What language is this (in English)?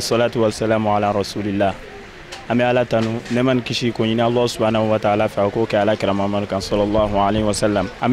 Bambara